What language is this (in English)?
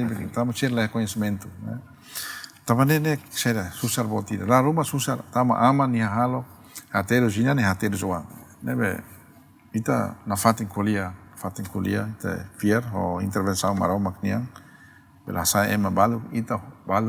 Tetum